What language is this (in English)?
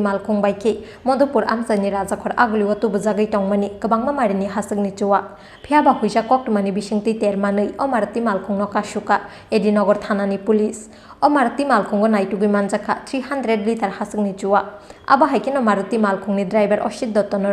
Kok Borok